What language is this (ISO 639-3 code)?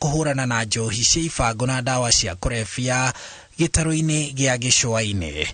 kik